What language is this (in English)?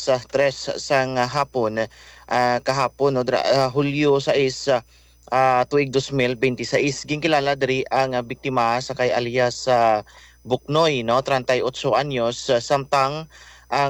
Hiligaynon